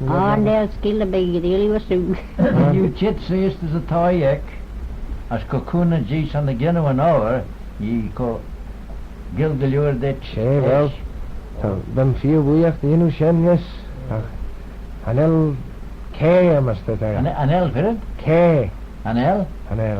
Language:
Manx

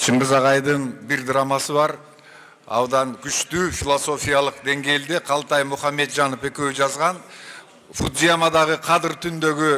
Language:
Kyrgyz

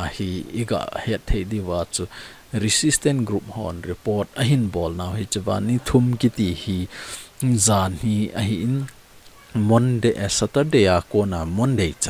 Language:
Thado Chin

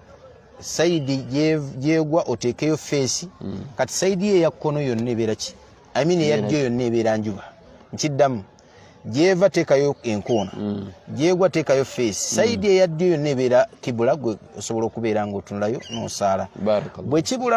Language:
Ganda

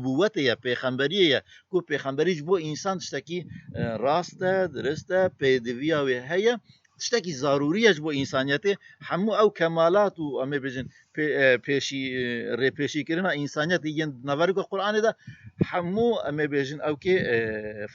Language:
Kurdish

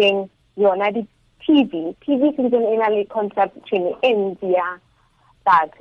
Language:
Tswana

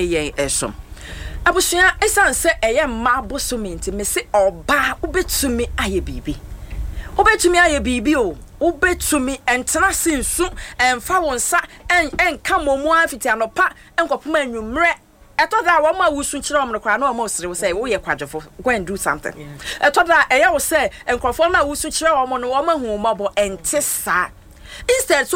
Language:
Akan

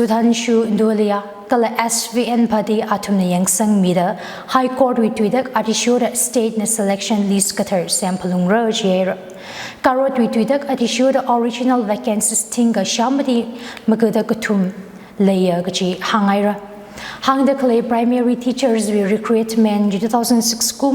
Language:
Tangkhul Naga (India)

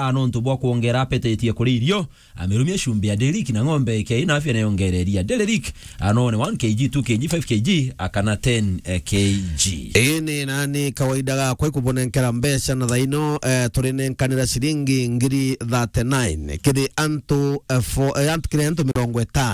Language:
Meru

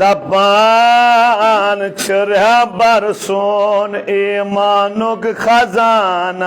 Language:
Kashmiri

